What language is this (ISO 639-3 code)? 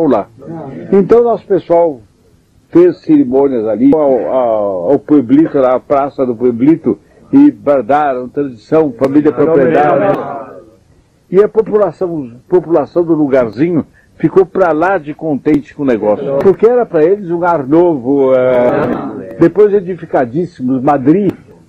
por